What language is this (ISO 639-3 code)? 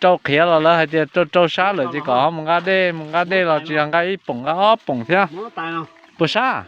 hmn